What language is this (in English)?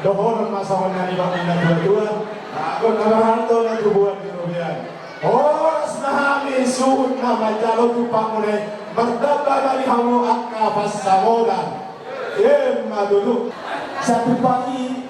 Batak Toba